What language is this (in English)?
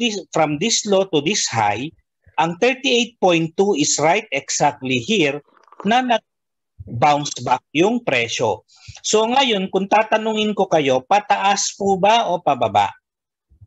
Filipino